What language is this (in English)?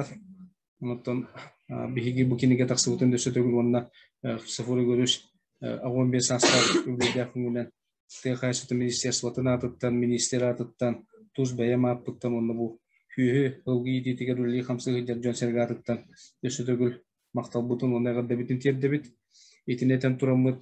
Yakut